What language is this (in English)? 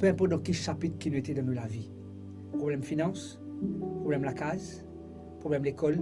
Morisyen